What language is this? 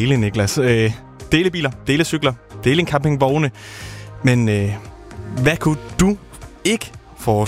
Danish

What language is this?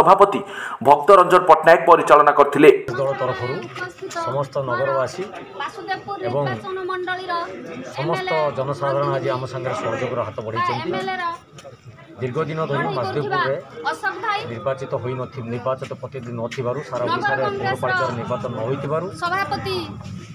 Odia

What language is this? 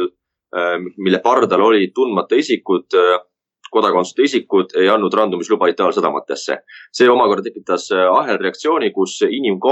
Estonian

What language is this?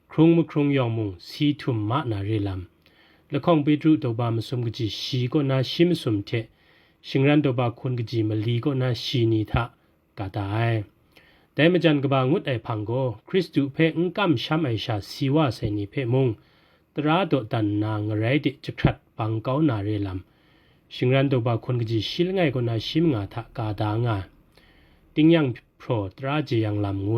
Kachin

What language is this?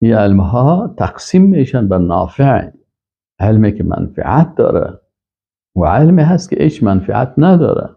Persian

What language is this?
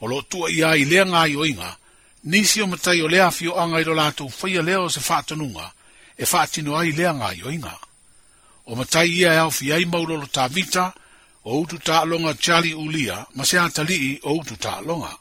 Samoan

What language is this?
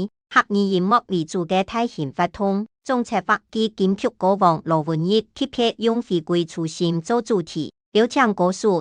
Hakka Chinese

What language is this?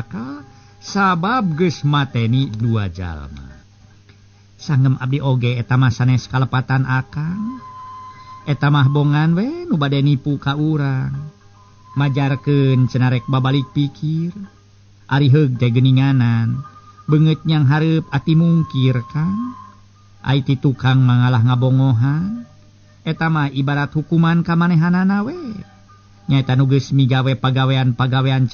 Sundanese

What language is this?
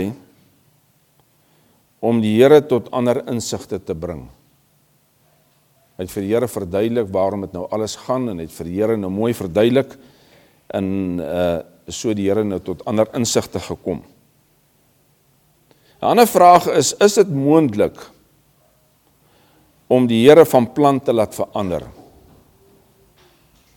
Afrikaans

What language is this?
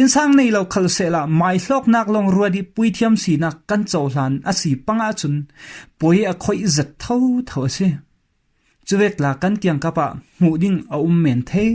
Falam Chin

